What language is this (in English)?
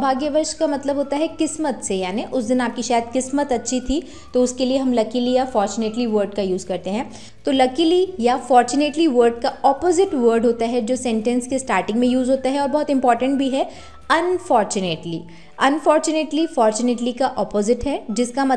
Hindi